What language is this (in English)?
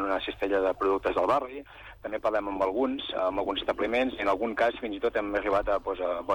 Catalan